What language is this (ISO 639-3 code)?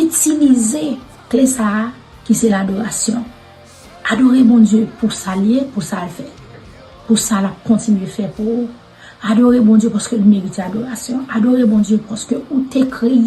hat